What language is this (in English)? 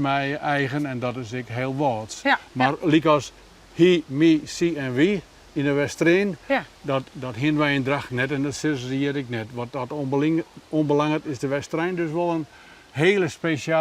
Western Frisian